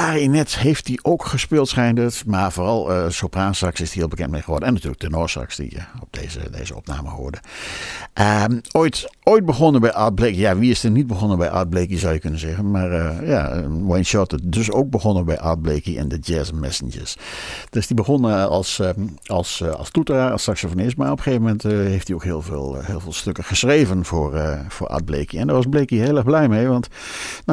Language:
Dutch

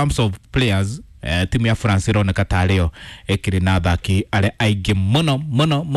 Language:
Kikuyu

